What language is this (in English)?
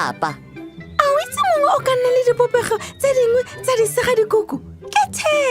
Tswana